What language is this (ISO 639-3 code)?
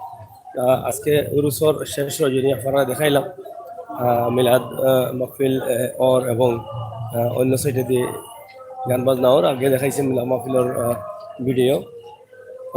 syl